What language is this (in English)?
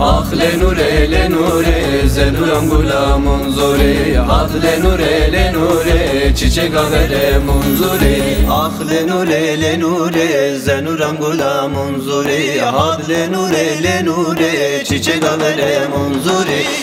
Zaza